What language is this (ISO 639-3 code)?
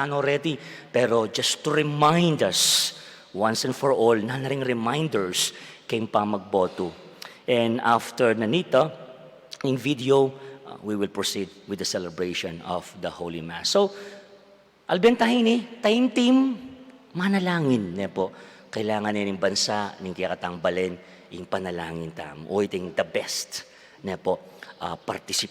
pam